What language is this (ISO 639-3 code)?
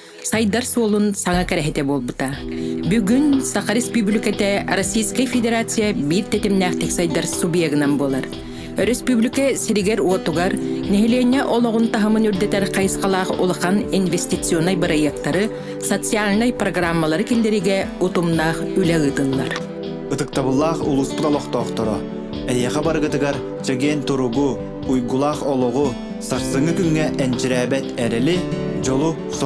sah